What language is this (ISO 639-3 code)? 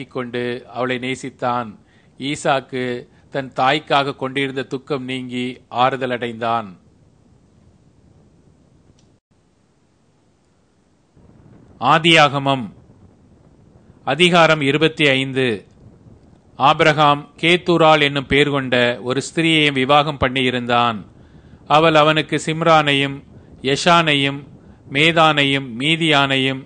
tam